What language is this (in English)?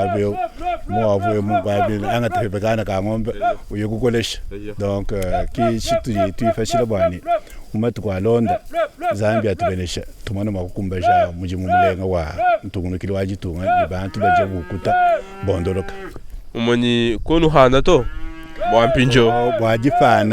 Luba-Lulua